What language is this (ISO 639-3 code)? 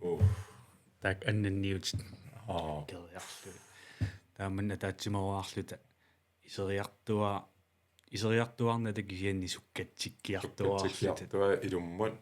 kal